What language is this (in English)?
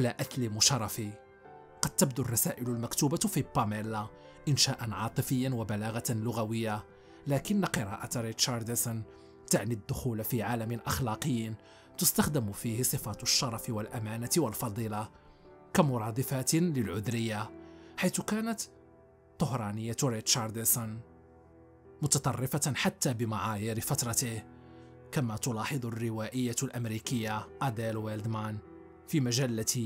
Arabic